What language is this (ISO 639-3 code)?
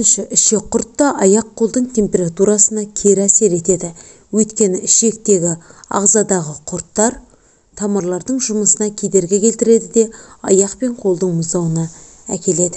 kaz